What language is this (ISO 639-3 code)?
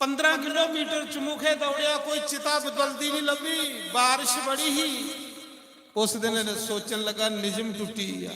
doi